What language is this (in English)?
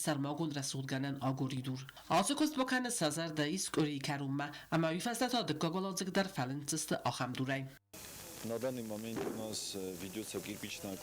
Ossetic